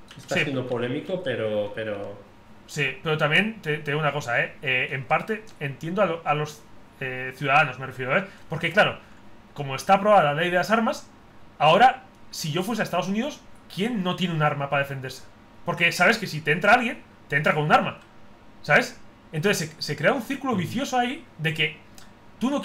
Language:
Spanish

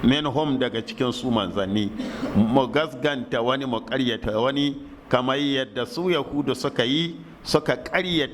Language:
Hausa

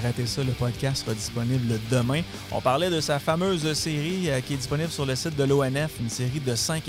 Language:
French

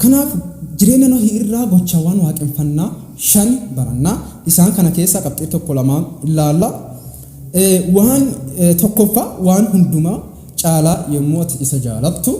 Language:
Oromo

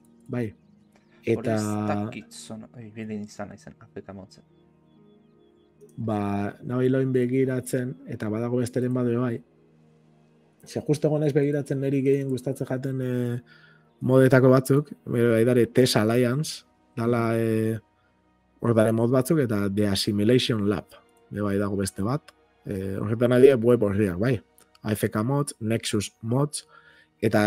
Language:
Basque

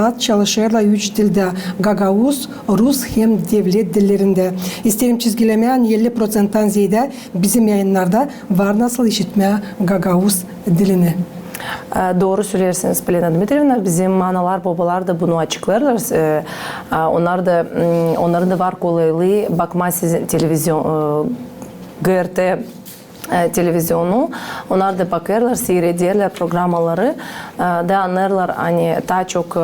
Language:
Gagauz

